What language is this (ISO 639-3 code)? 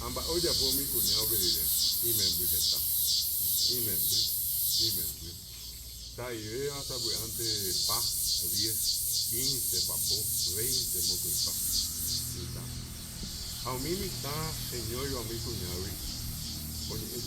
grn